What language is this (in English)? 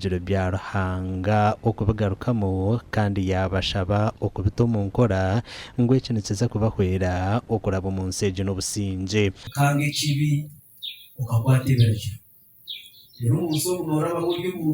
Nyankole